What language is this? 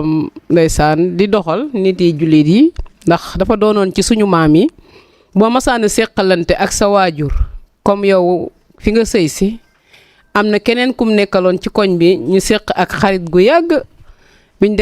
Wolof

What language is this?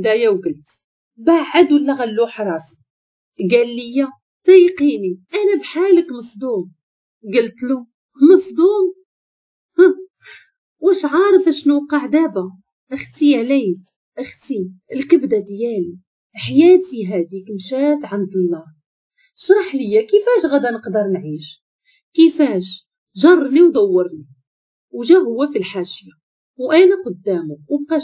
Moroccan Arabic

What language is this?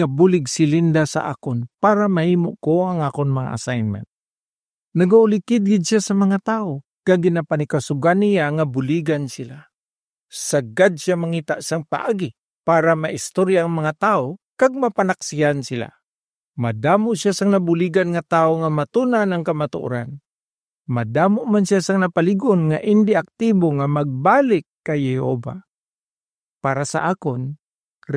Hiligaynon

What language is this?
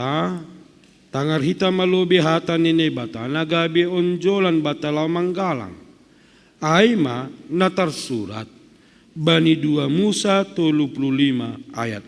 Batak Simalungun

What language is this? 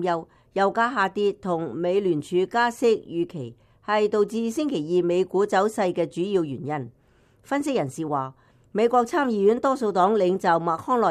Cantonese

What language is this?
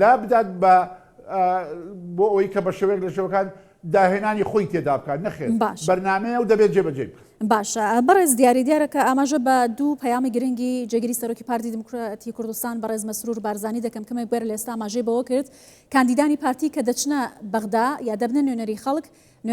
Central Kurdish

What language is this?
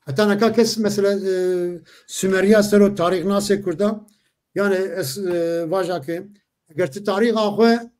Zaza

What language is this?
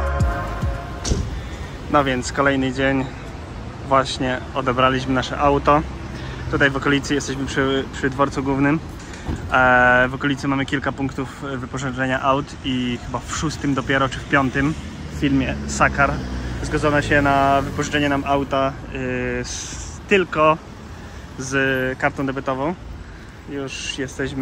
Polish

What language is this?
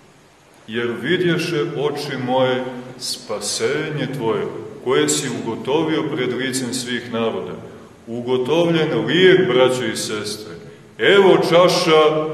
Serbian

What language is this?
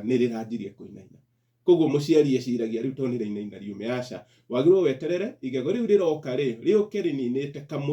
Kikuyu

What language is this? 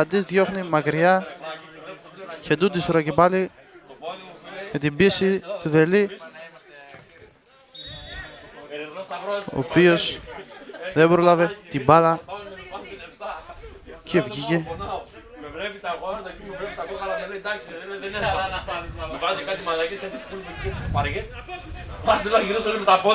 Greek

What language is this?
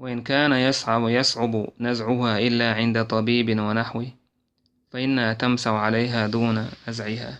Chechen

